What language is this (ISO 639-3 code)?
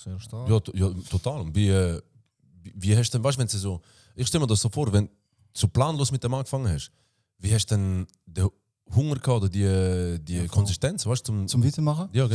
gsw